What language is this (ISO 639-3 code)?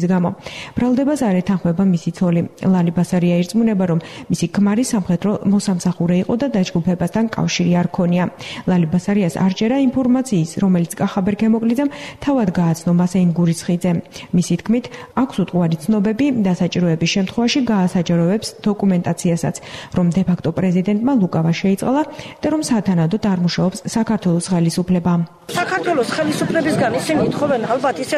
kat